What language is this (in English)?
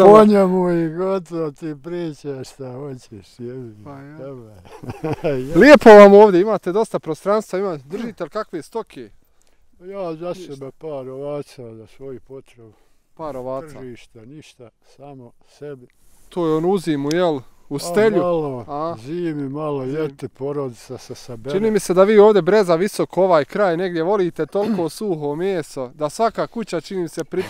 Bosnian